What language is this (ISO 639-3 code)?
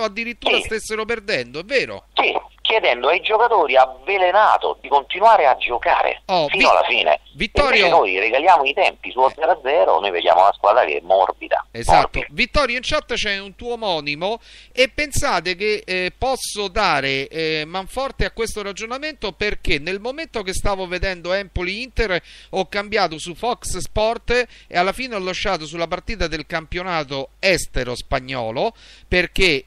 ita